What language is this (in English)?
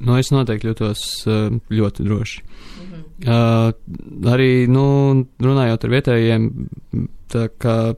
Latvian